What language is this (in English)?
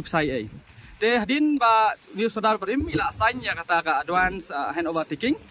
Khasi